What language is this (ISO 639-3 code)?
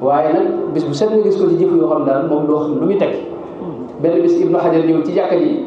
wol